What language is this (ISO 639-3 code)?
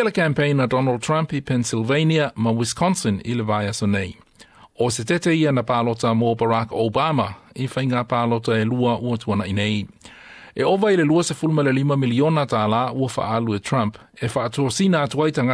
smo